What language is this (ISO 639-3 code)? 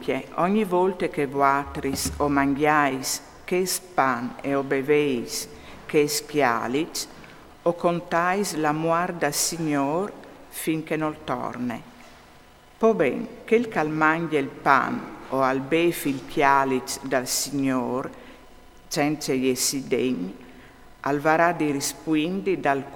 fur